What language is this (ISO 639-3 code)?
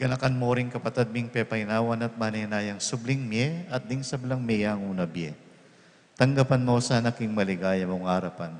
pam